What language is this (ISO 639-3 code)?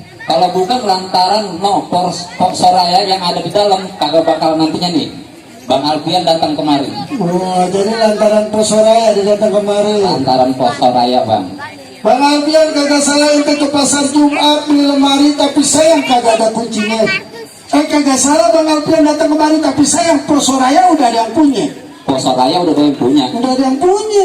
bew